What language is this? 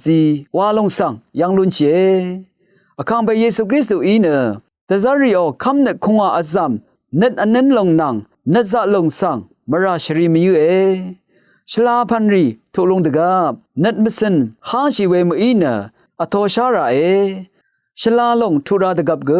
Rawang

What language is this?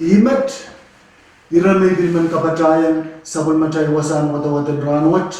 Pohnpeian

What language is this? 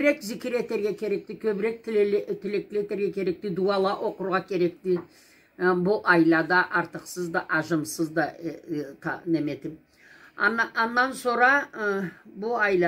Karachay-Balkar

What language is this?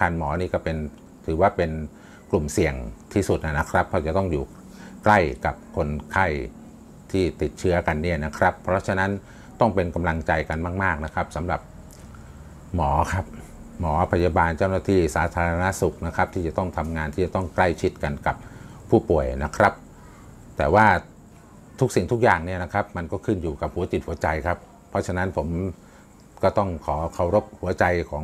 Thai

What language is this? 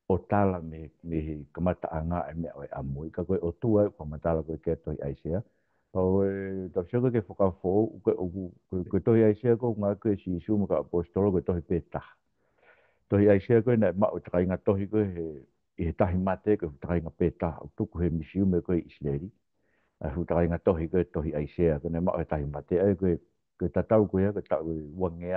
Tongan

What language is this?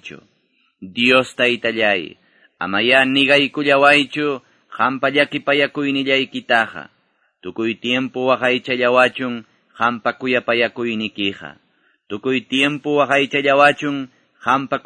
Quechua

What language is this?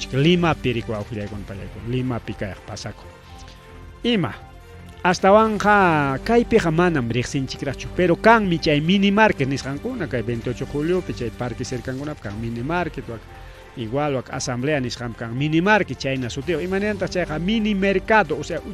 Ayacucho Quechua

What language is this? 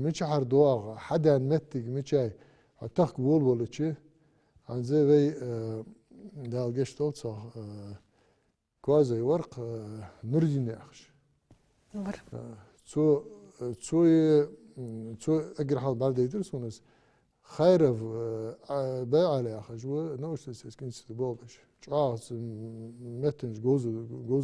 Ingush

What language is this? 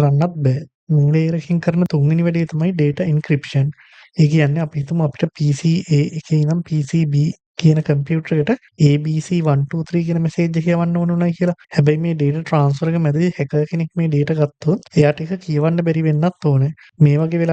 Sinhala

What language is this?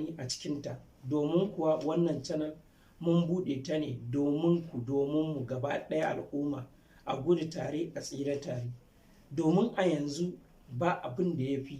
Hausa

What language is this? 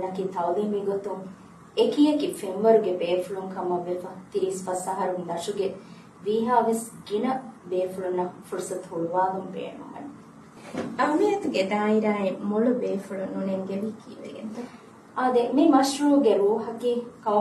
Divehi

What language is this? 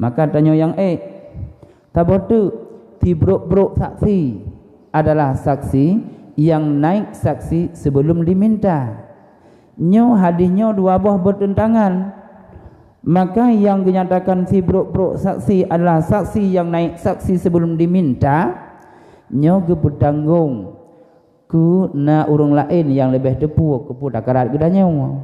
Achinese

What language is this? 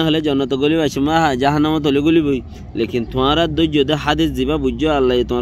Rohingya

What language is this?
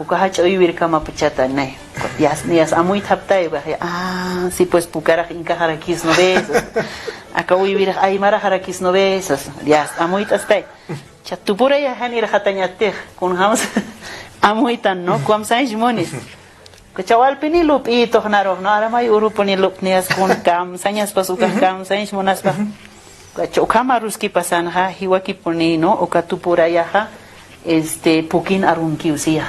Aymara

